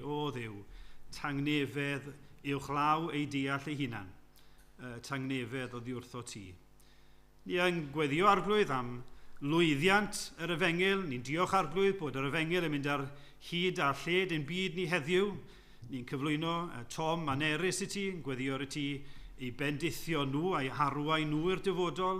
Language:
Welsh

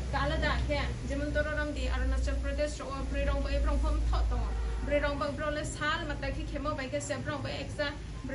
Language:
Riang (India)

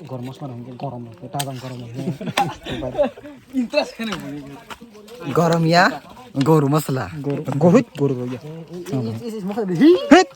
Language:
Kok Borok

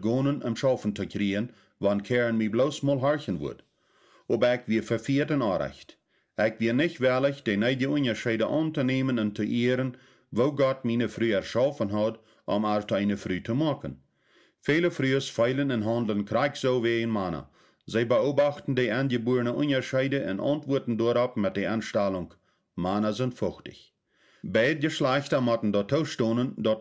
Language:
Plautdietsch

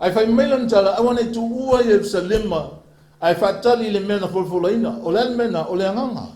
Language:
Samoan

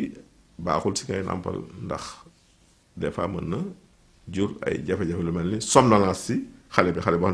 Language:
Wolof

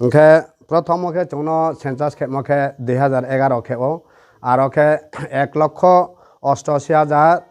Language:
Riang (India)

